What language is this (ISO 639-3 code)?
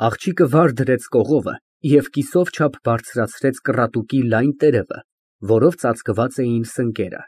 hye